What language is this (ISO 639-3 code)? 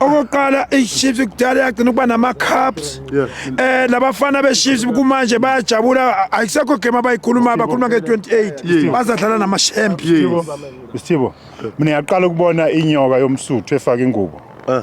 zul